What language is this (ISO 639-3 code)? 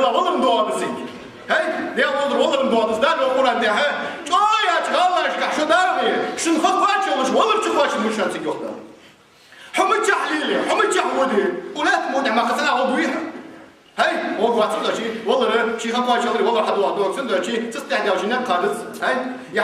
inh